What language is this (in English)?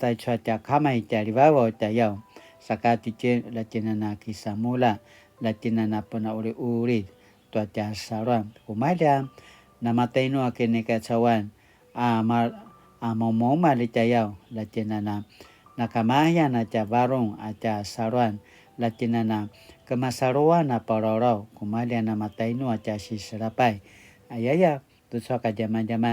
Paiwan